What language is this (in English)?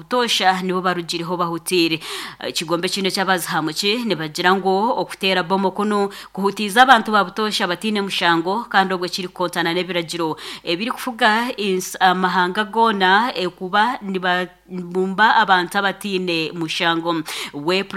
Nyankole